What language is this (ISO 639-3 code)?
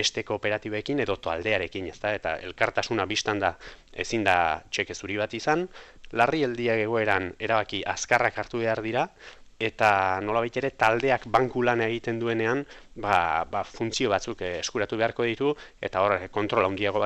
eus